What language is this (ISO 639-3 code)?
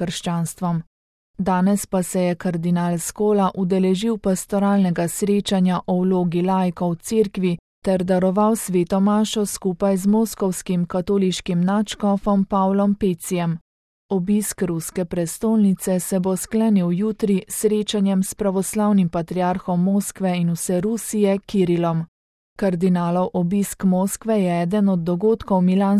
slv